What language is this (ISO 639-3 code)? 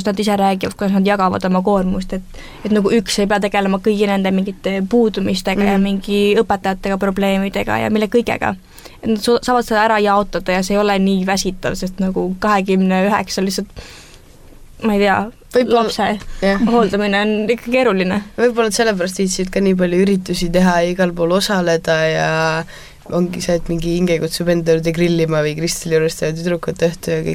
est